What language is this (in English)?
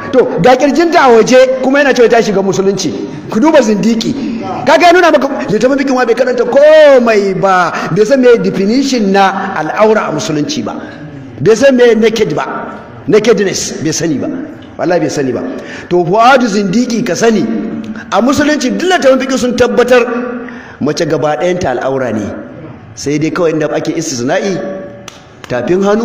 Hausa